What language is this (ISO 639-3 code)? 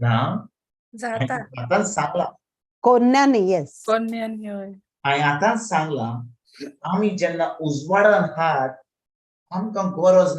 kok